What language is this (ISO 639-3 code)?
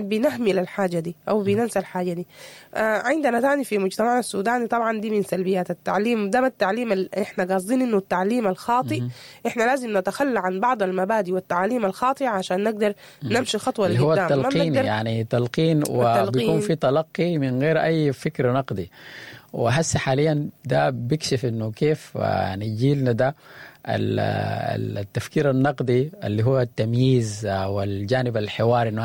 apd